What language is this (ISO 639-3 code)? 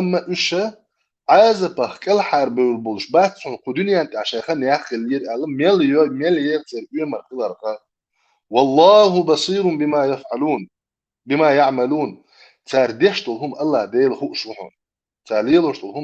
che